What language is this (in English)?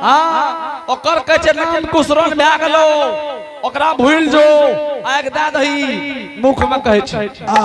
Angika